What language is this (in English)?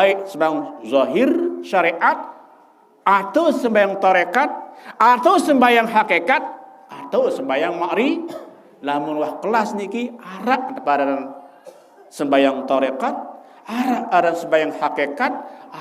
Sasak